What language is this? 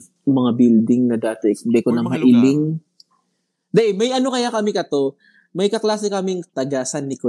Bikol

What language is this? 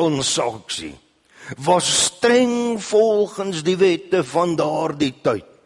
Afrikaans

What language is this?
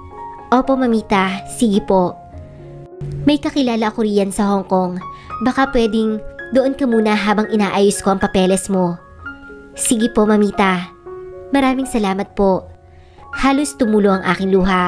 Filipino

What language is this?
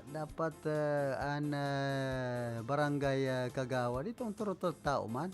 Bikol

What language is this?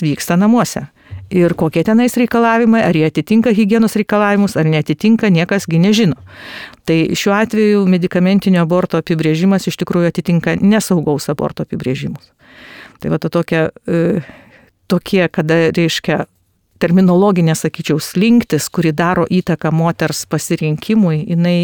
Lithuanian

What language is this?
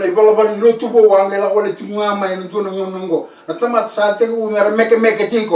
Fijian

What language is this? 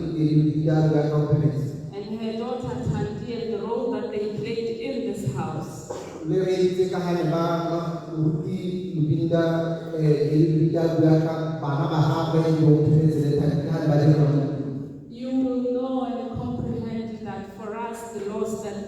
Tswana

